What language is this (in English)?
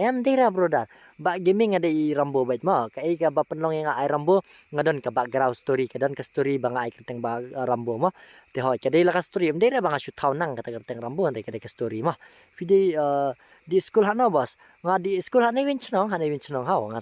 Khasi